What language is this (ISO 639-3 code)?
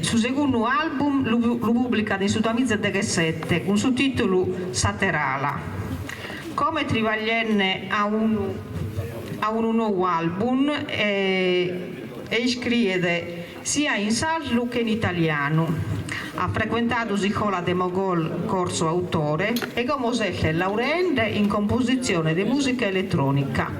srd